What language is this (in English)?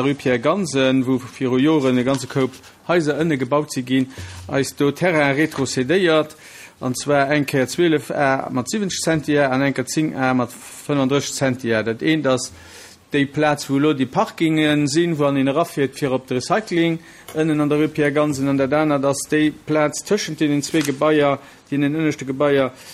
Luxembourgish